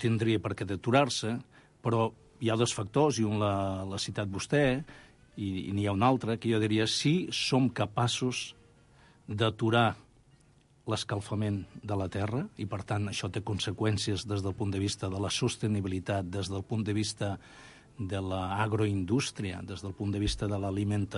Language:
Catalan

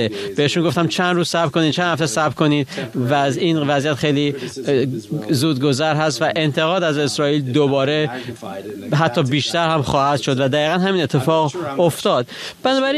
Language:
Persian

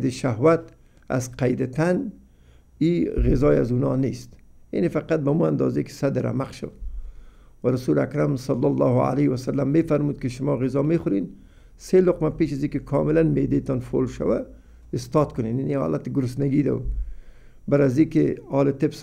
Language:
Persian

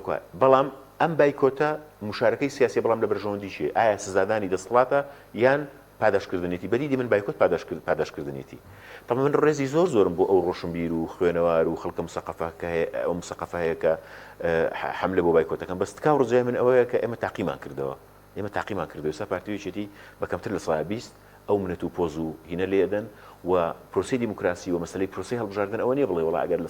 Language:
Central Kurdish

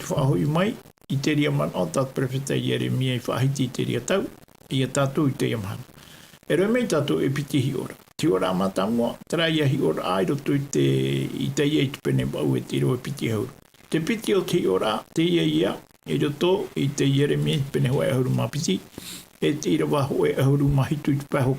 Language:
Tahitian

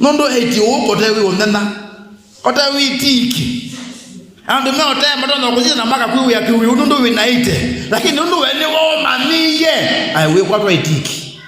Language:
Kamba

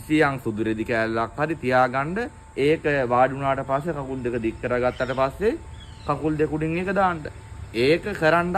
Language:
Sinhala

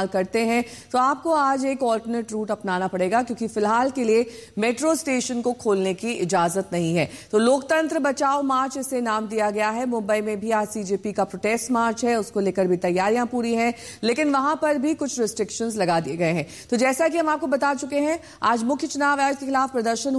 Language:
Hindi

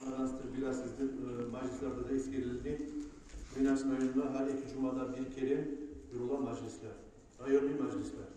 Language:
Kumyk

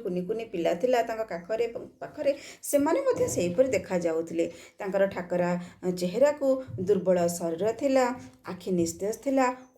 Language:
Odia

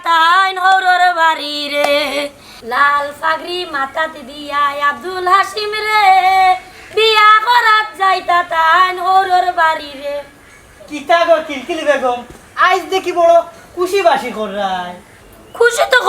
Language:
Sylheti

